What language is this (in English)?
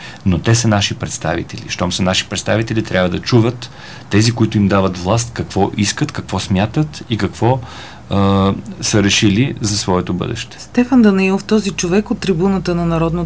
Bulgarian